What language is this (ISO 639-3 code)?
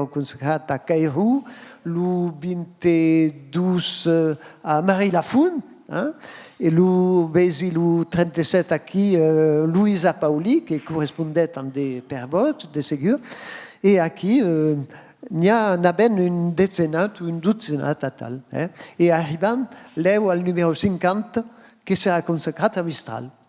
oci